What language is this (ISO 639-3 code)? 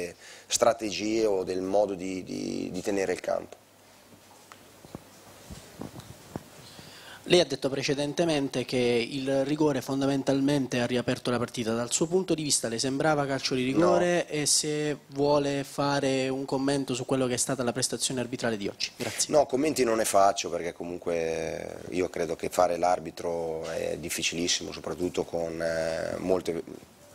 ita